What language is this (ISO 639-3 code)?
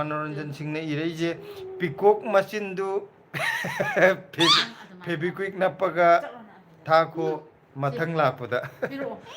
mni